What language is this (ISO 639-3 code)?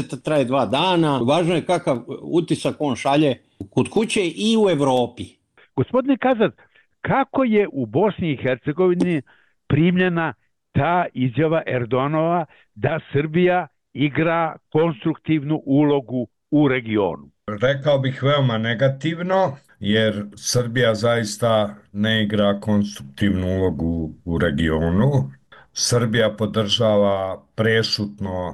bos